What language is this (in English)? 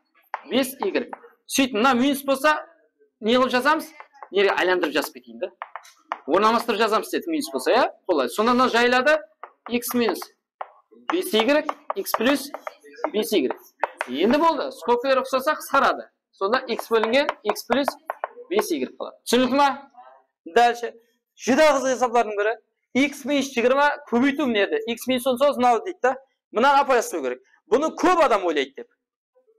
Kara-Kalpak